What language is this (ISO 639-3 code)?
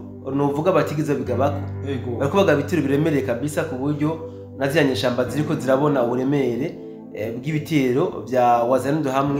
run